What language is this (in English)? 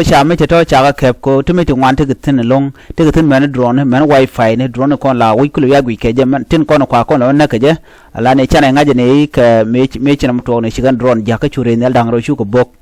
Nuer